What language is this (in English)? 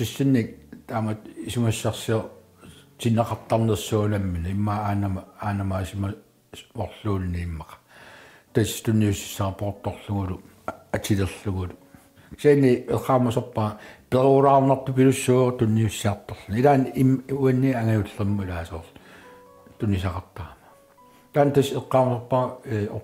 Kalaallisut